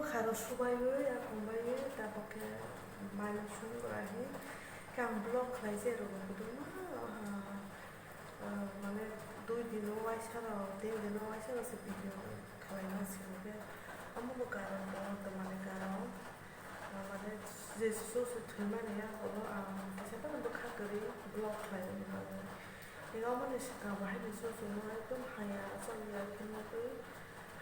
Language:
Kok Borok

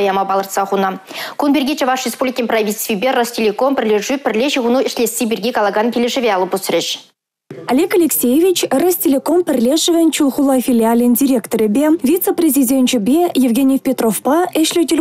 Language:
Chuvash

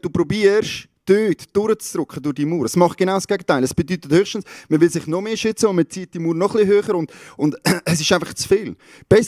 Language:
Swiss German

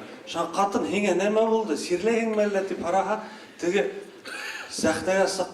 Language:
Bashkir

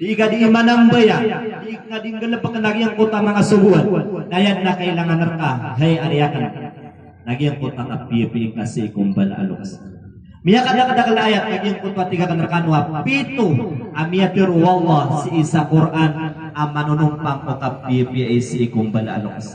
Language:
Maranao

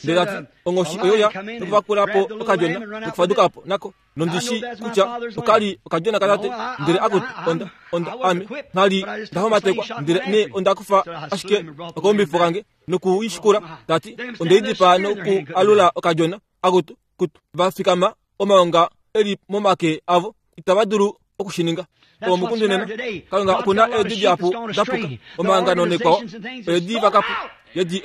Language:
Kuanyama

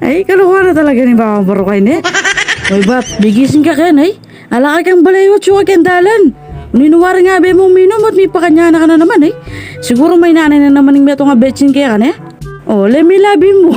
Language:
Pampanga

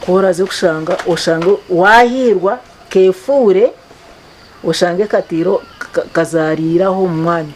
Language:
Nyankole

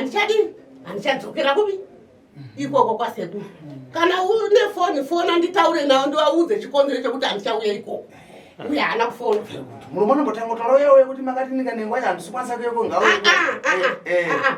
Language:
Shona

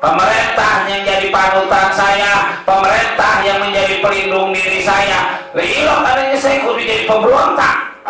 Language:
Betawi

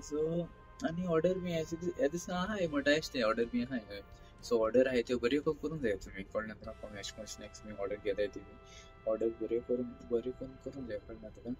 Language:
Konkani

